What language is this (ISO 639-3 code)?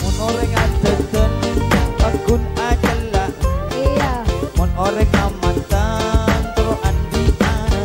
mad